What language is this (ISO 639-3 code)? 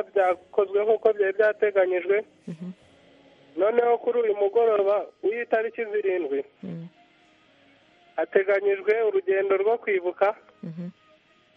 kin